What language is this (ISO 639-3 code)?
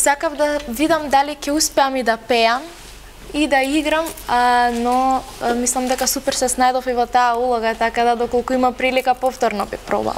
mkd